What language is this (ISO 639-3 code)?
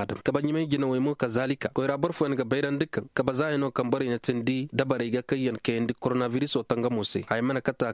ses